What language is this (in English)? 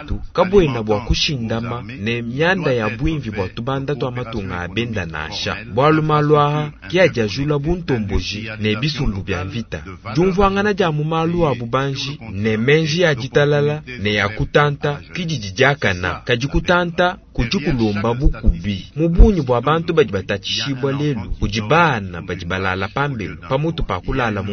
Luba-Lulua